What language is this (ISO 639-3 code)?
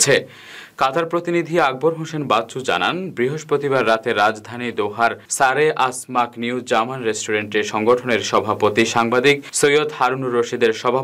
ben